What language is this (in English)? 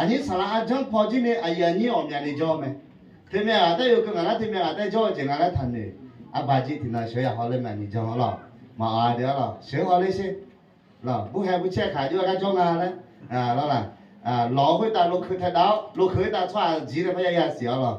Akha